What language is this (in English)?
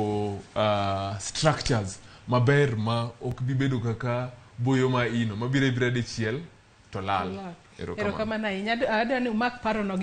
Luo (Kenya and Tanzania)